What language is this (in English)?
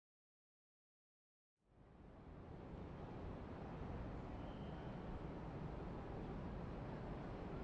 Japanese